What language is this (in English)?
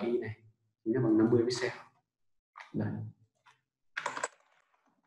Vietnamese